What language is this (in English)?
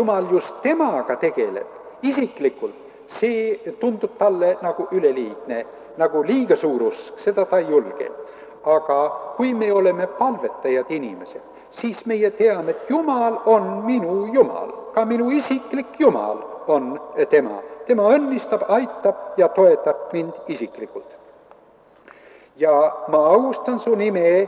Estonian